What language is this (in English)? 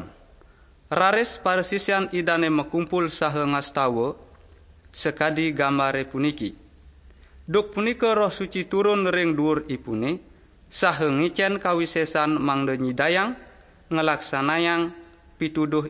Balinese